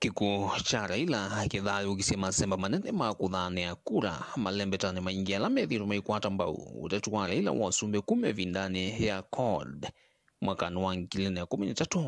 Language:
Kamba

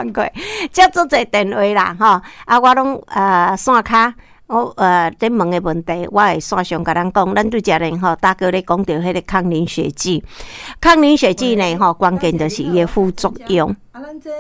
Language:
Min Nan Chinese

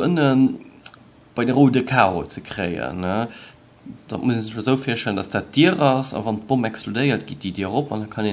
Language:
Luxembourgish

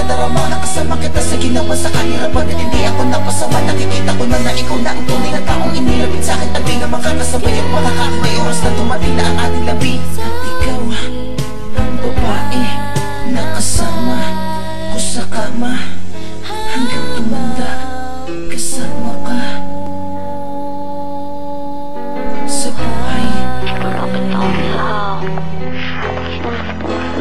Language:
Filipino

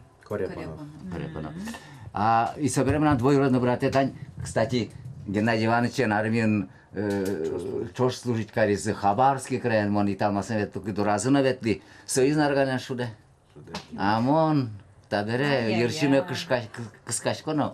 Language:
Udmurt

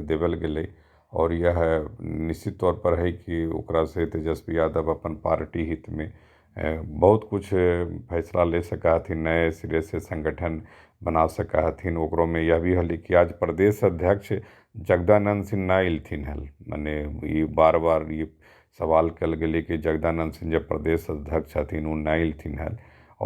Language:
Magahi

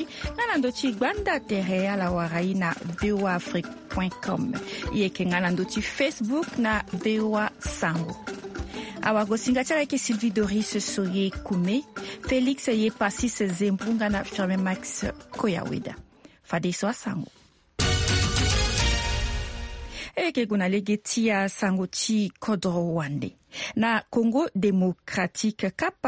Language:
Sango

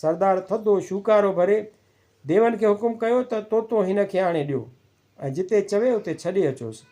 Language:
Sindhi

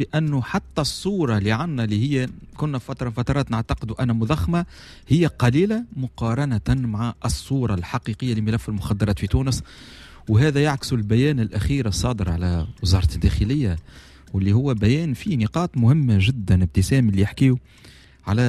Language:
Tunisian Arabic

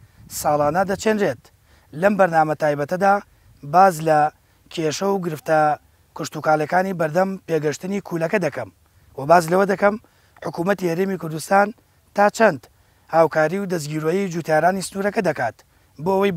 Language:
Central Kurdish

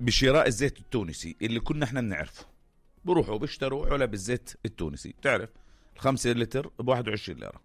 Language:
North Levantine Arabic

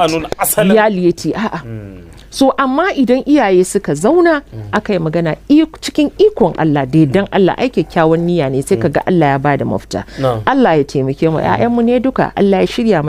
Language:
Hausa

